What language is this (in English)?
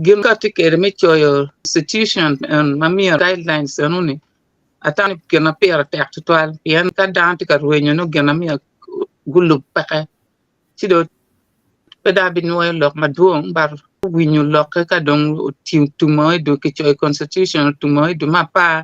Acoli